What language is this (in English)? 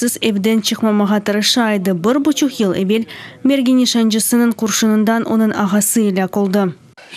Crimean Tatar